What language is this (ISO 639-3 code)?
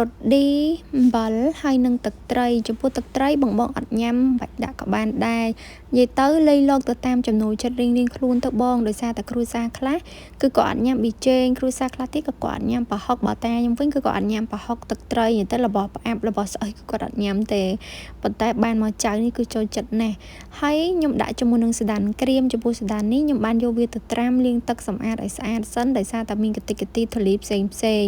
khm